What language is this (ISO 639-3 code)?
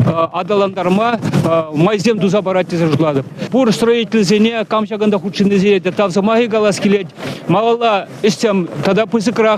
chv